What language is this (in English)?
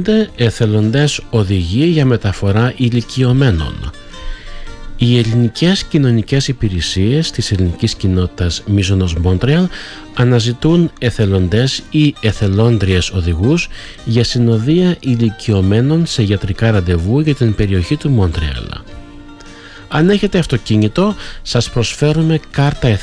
Greek